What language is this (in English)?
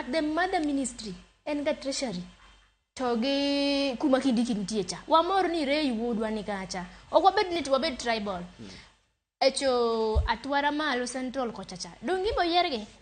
Luo (Kenya and Tanzania)